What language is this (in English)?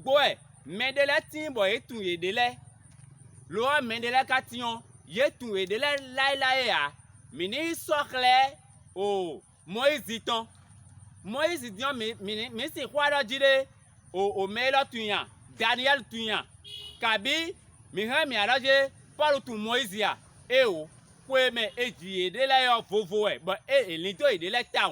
Fon